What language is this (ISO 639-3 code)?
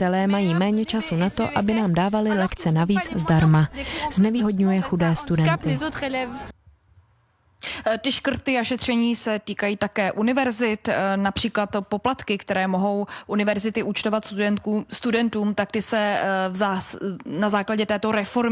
ces